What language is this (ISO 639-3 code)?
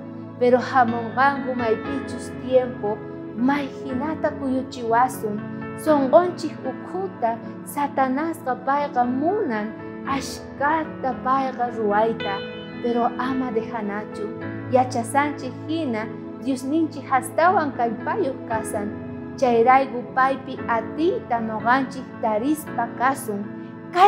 quh